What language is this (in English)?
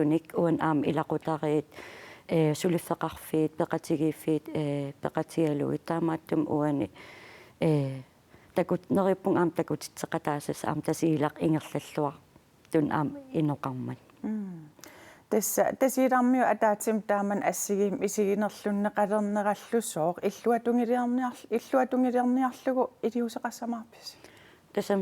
Kalaallisut